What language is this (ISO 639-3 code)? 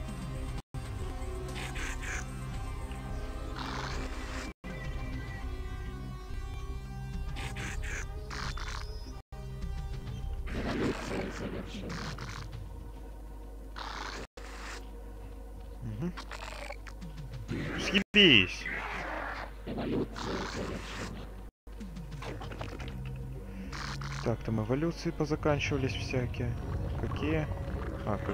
rus